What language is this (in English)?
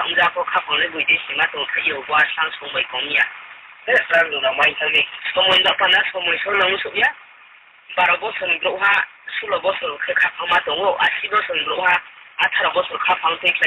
Riang (India)